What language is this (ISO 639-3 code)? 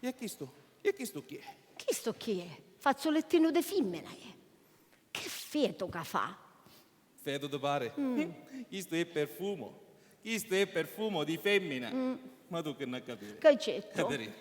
scn